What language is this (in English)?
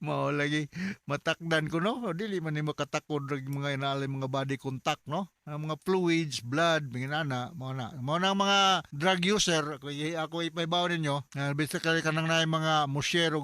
Cebuano